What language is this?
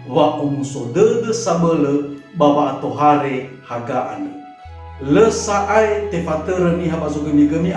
Nias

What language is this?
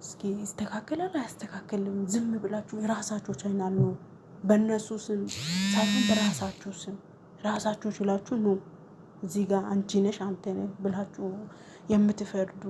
Amharic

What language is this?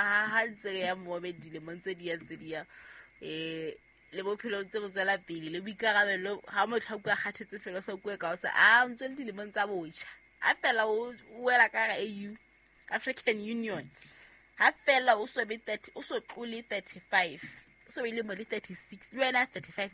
Southern Sotho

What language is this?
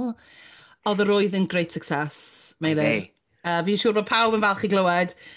Welsh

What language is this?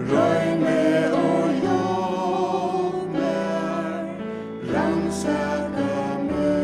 Faroese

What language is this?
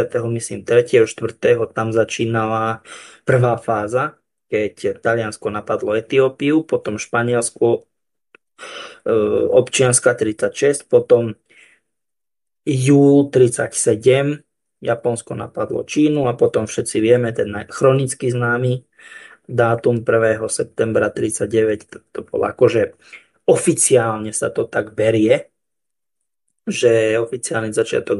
Slovak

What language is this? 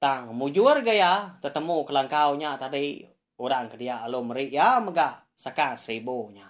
Iban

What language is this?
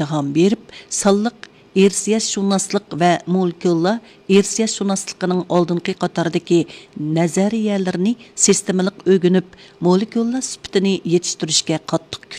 Uyghur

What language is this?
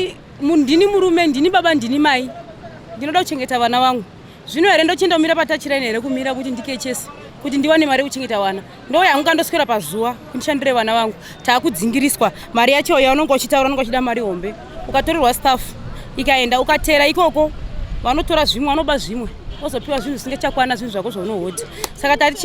Shona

